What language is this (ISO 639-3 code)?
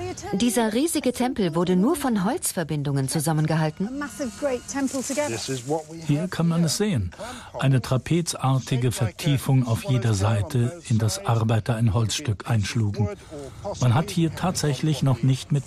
deu